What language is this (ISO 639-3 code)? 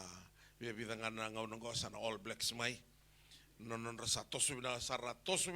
fij